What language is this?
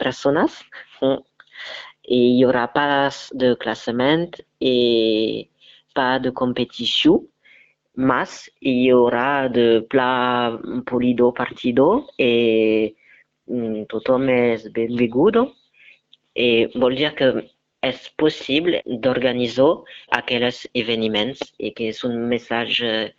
Occitan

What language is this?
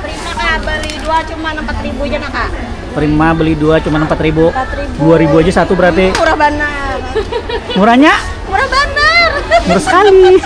Banjar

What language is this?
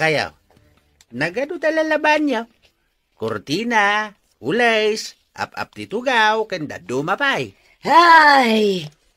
Iloko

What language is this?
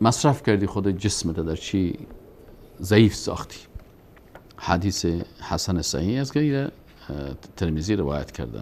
Persian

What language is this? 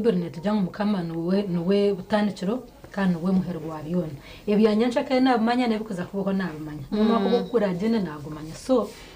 Nyankole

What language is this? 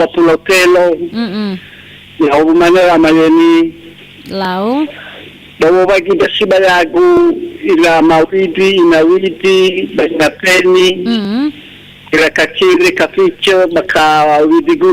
Nias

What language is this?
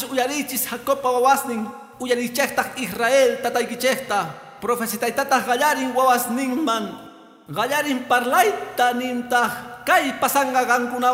Quechua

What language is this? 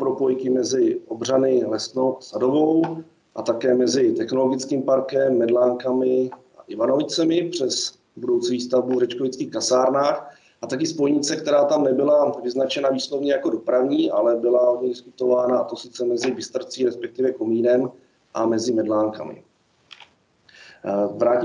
Czech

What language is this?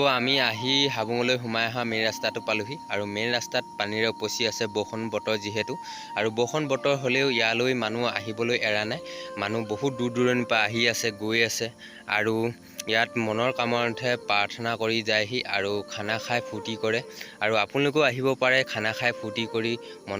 Assamese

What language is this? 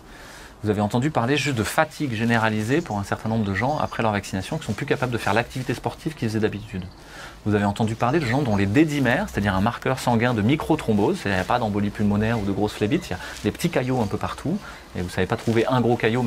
French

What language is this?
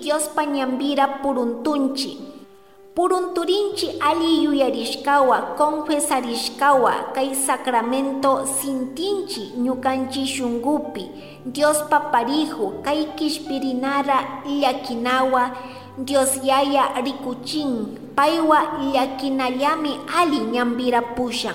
Chimborazo Highland Quichua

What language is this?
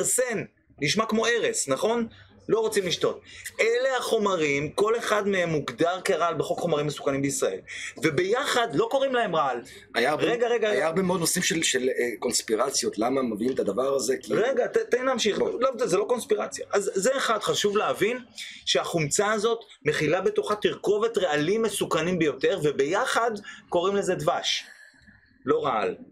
Hebrew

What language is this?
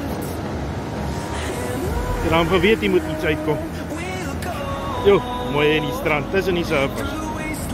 Afrikaans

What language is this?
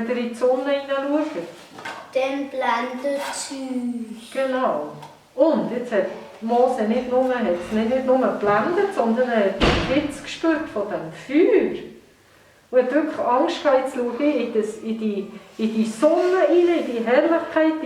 Swiss German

